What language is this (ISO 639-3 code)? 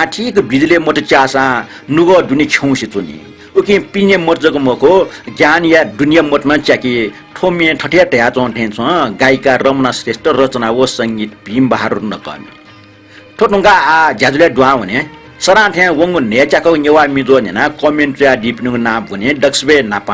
new